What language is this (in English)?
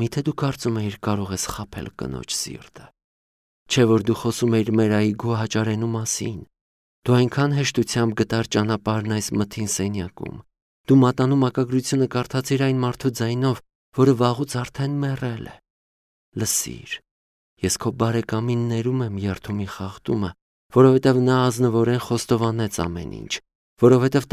Armenian